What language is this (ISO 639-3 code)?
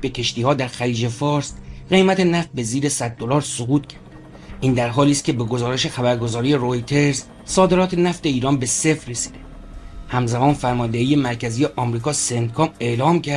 fas